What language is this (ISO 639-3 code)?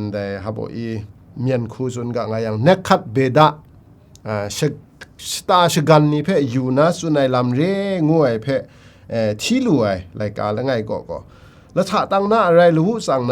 kac